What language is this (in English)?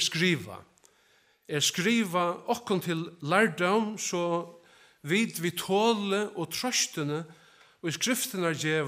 Faroese